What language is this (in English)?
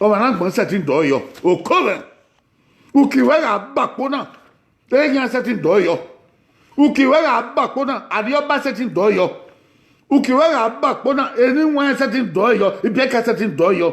Bini